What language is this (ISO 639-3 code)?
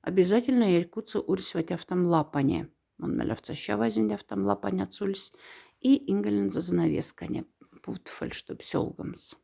mdf